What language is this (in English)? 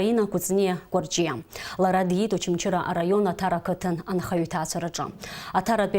Abkhazian